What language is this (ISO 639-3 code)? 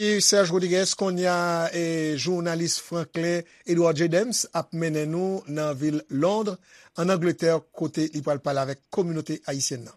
hat